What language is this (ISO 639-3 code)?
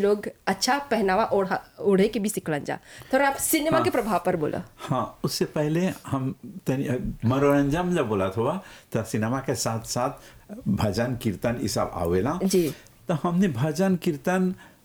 bho